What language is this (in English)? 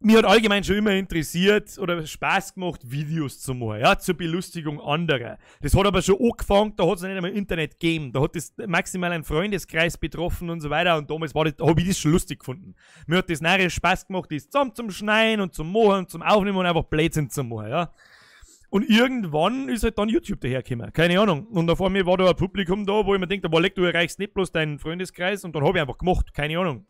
Bavarian